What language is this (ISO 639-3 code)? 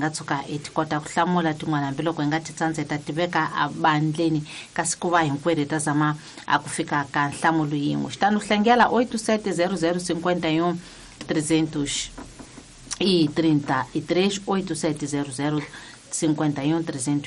tso